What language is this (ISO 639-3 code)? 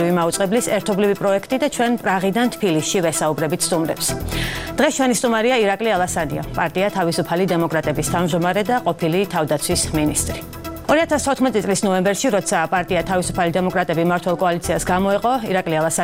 kat